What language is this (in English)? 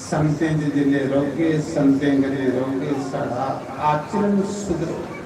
Dogri